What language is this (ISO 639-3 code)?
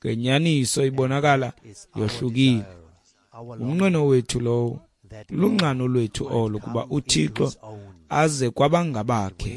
xho